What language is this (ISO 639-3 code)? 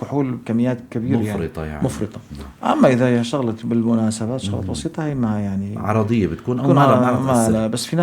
apc